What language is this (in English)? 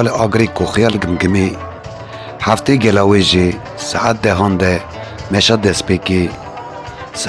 Kurdish